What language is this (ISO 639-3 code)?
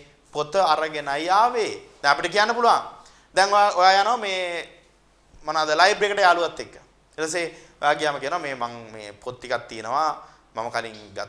sin